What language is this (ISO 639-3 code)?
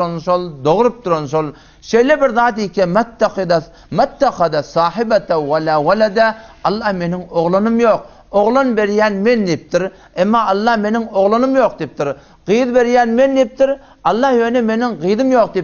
tuk